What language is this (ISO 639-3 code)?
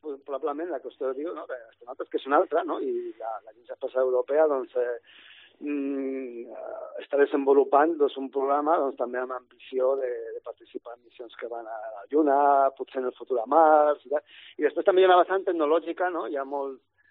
cat